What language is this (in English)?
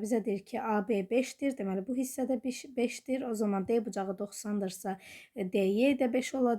Azerbaijani